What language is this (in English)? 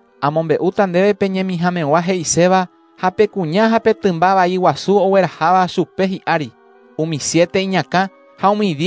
Guarani